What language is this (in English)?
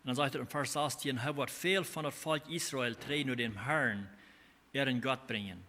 Plautdietsch